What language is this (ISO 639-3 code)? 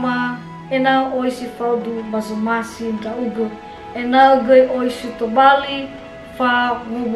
nia